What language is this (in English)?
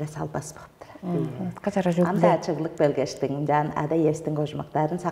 Tuvinian